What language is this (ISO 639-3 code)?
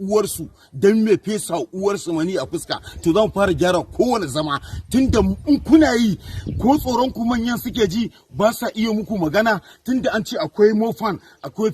hau